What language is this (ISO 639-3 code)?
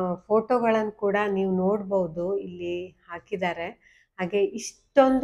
kan